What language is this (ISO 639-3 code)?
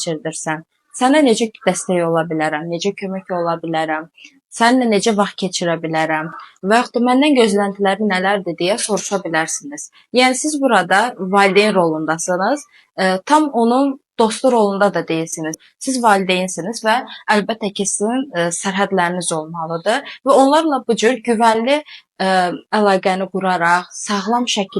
aze